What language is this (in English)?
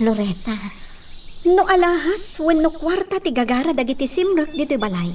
Iloko